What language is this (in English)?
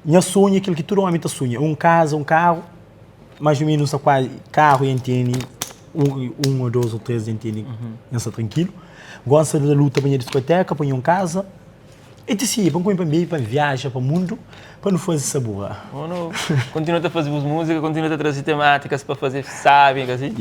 Kabuverdianu